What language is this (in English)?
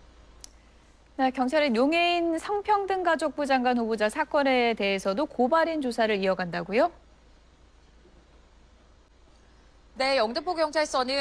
Korean